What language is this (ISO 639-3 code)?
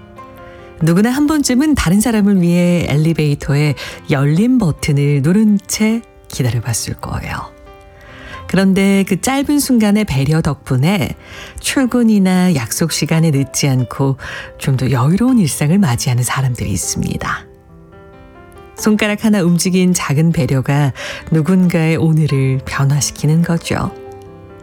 kor